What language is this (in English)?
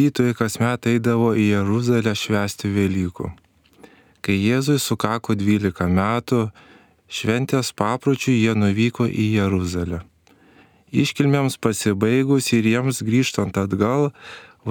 Lithuanian